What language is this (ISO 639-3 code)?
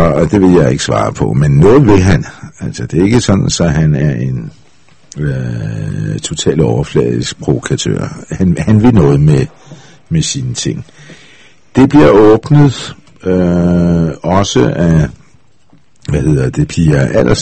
dan